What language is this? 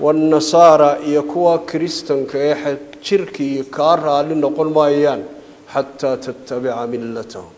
Somali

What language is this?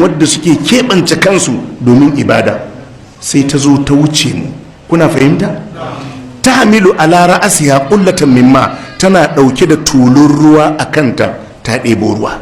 Hausa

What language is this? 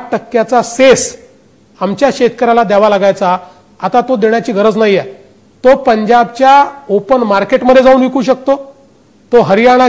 Marathi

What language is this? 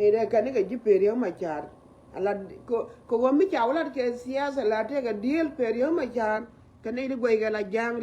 Nuer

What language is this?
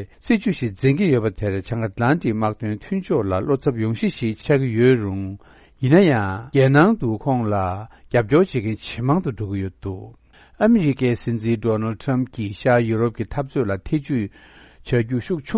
Tibetan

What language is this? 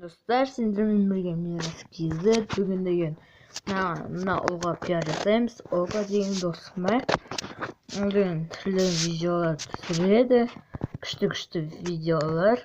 Kazakh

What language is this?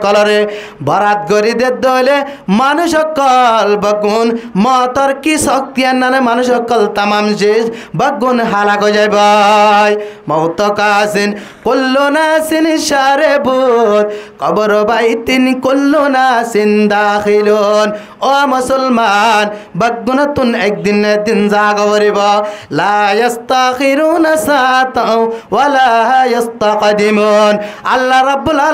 Rohingya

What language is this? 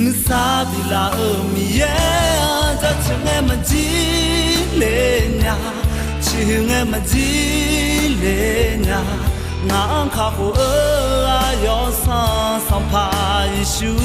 Akha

